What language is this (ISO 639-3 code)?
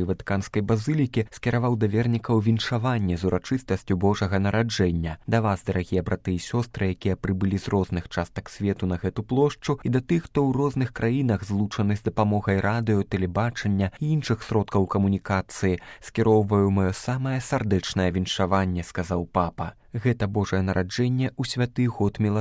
bel